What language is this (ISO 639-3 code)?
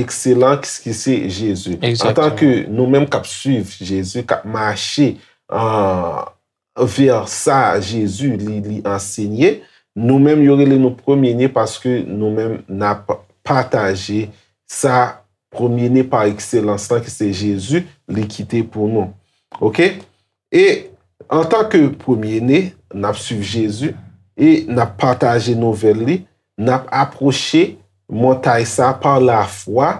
hat